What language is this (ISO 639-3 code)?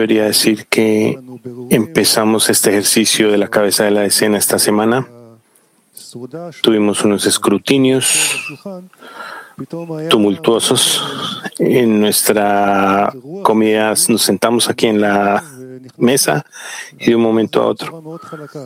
spa